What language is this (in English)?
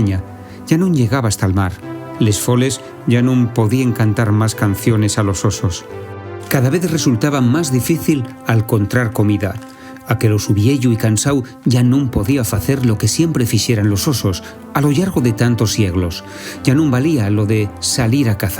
Asturian